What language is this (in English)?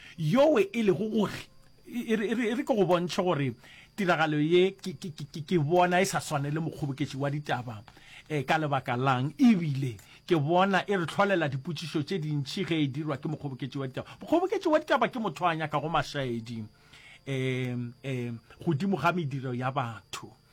Northern Sotho